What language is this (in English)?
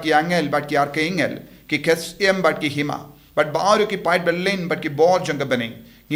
Khasi